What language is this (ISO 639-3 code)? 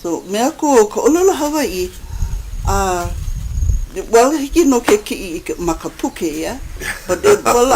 haw